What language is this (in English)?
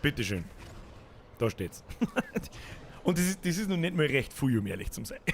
Bavarian